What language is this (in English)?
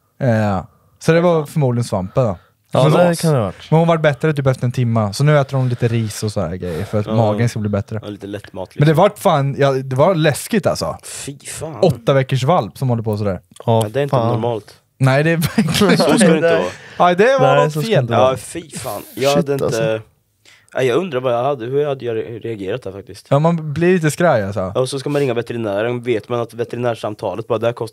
Swedish